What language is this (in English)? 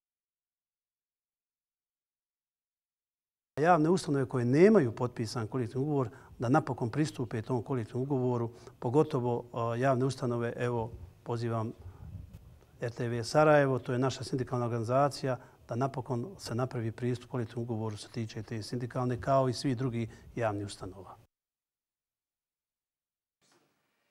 Bosnian